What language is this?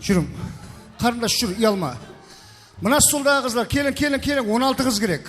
Kara-Kalpak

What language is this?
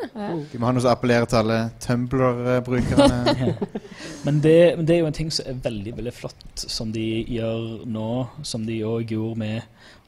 Norwegian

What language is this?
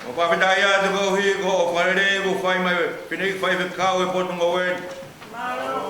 Tongan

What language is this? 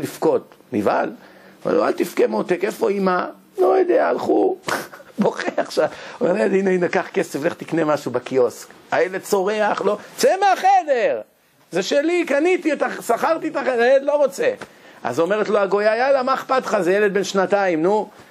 Hebrew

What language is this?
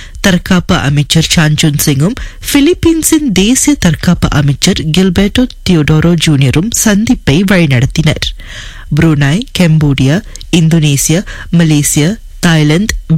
Tamil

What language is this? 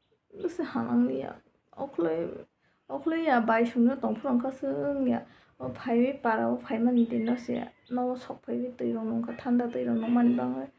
Kok Borok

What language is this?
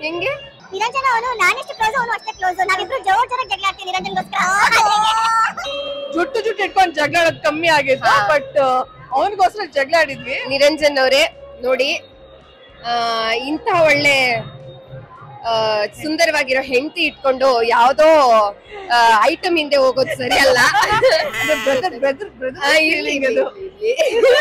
Kannada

